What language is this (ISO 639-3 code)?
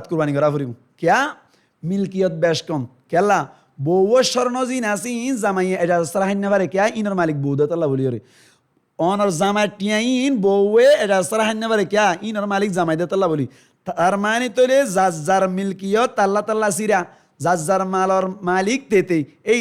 rhg